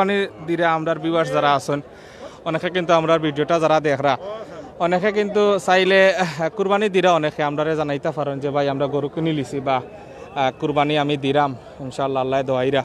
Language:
Sylheti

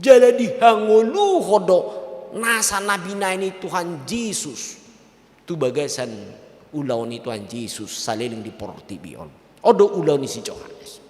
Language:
Batak Toba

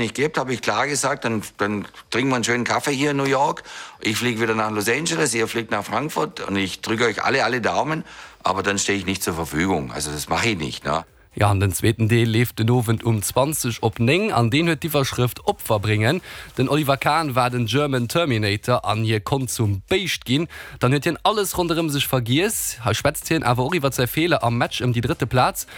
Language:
Luxembourgish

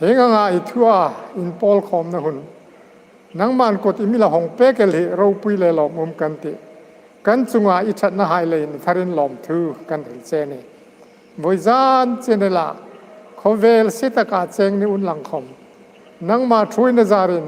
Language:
Hmar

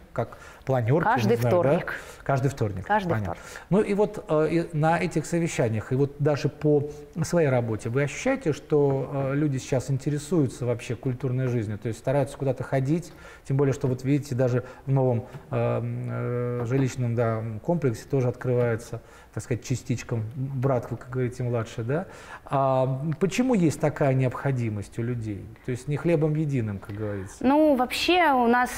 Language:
Russian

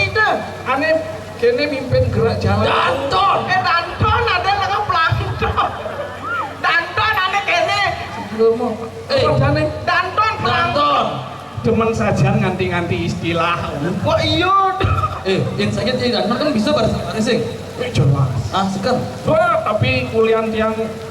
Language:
Balinese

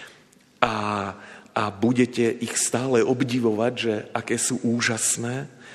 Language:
Slovak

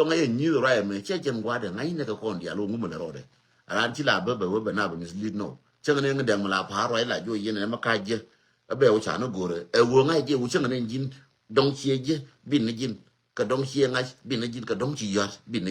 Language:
Nuer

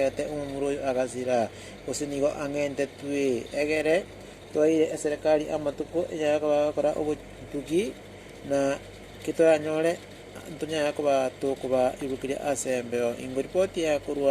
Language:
Gusii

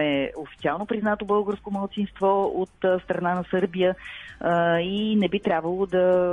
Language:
Bulgarian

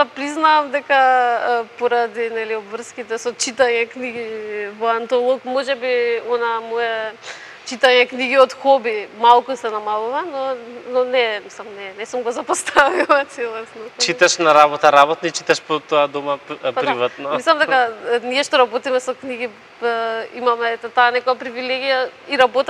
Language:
Macedonian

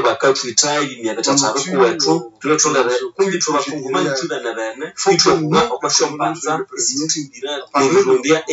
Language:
Nande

